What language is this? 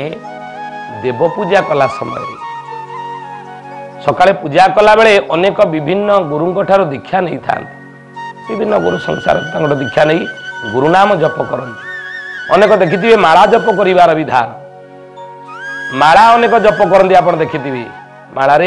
Odia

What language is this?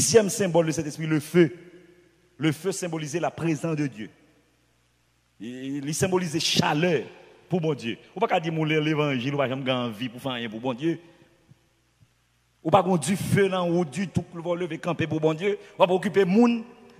French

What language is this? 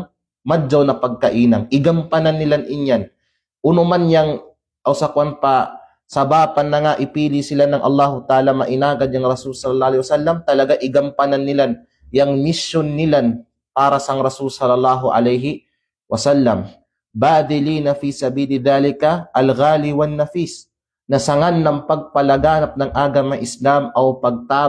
Kalagan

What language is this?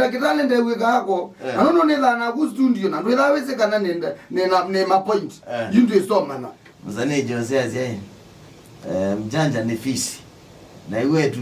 Kamba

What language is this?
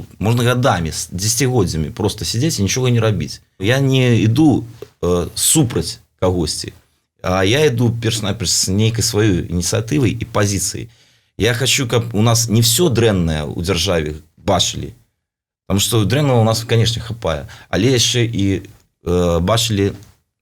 Belarusian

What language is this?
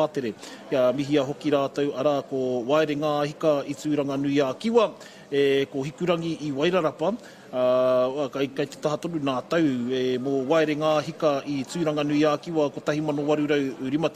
Māori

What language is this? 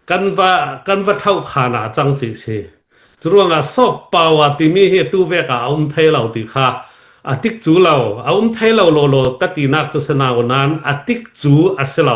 Falam Chin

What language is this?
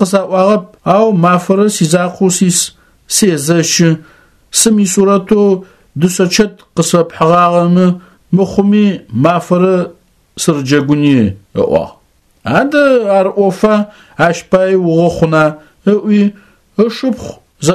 Adyghe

